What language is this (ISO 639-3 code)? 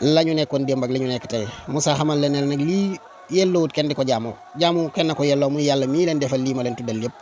wol